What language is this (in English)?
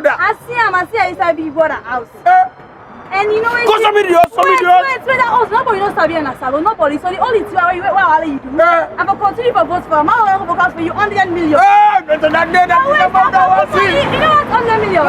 Krio